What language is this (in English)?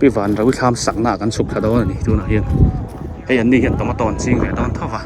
Biete